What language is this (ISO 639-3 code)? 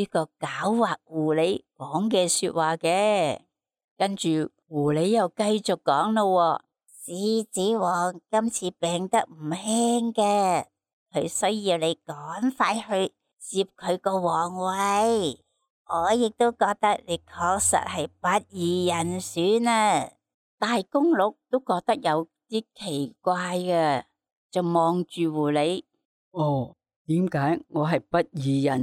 yue